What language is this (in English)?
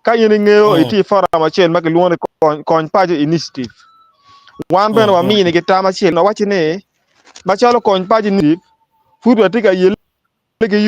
Acoli